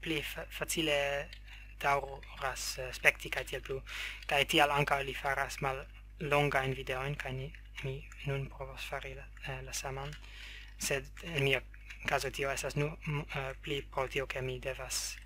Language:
Esperanto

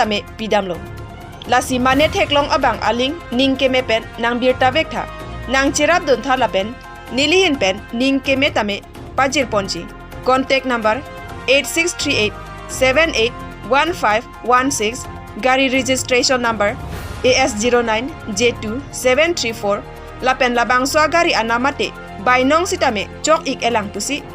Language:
Karbi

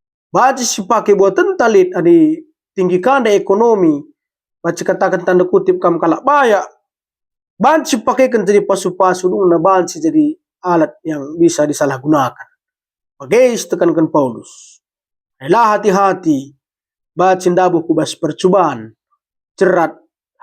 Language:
Batak Karo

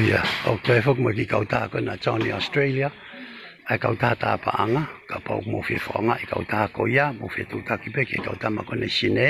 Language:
Tongan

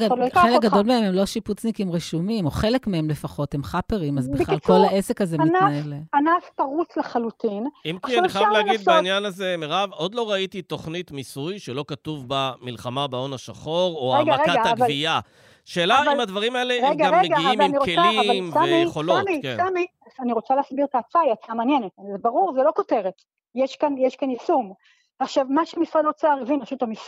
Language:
Hebrew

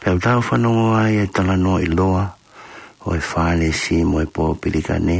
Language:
Tongan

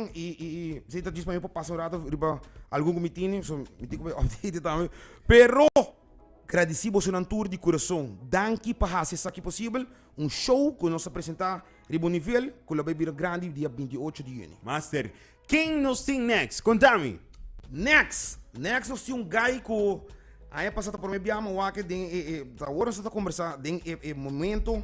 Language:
Papiamento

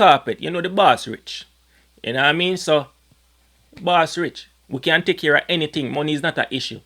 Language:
Jamaican Creole English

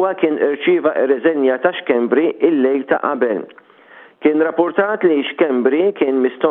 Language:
Maltese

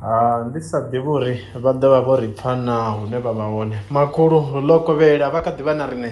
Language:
Venda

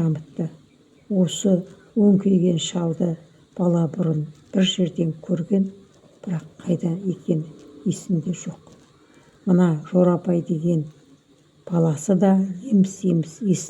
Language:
Kazakh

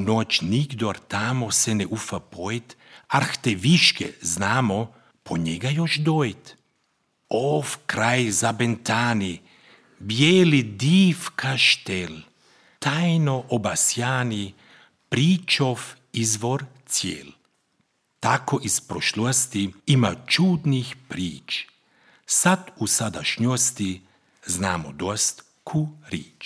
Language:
Croatian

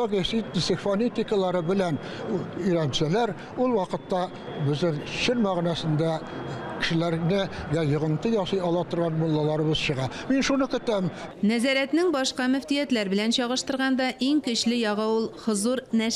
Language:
Tatar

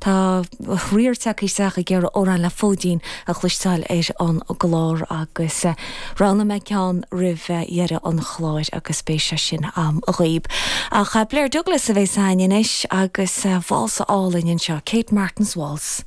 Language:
Irish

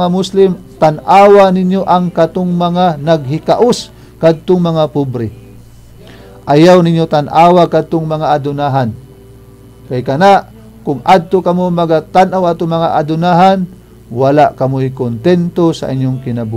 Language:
Cebuano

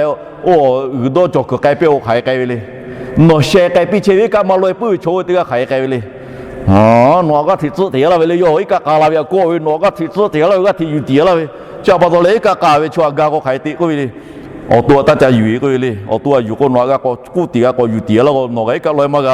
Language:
Lahu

